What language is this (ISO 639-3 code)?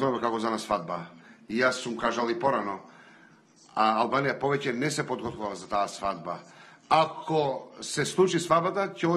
mkd